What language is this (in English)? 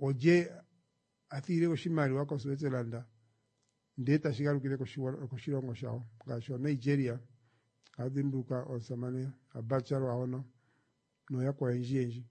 Kuanyama